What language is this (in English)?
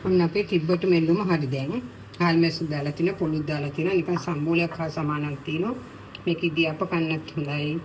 Sinhala